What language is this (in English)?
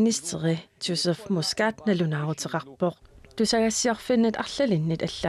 Kalaallisut